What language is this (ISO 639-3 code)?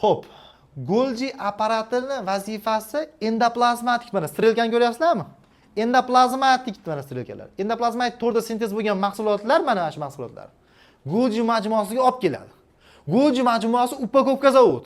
uzb